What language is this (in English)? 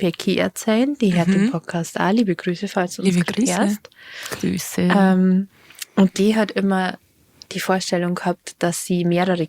Bavarian